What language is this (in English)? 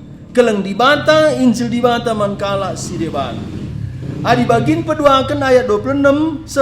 Batak Karo